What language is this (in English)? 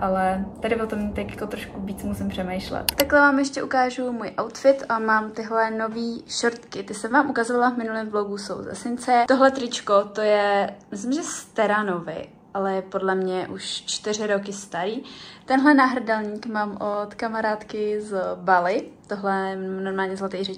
Czech